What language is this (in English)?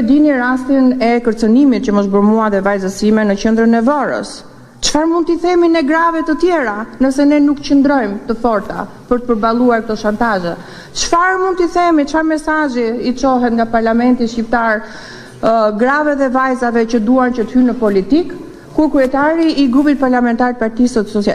Albanian